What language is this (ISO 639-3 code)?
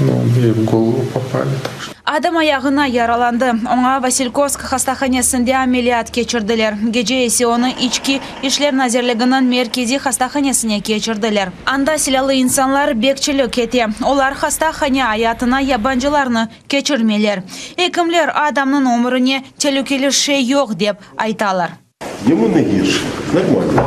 crh